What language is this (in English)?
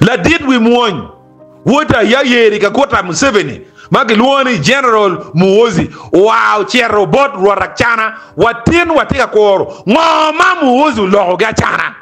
Acoli